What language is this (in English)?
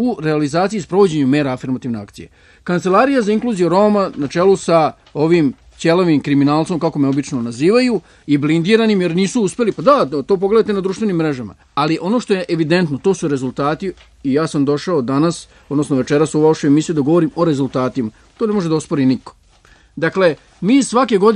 Serbian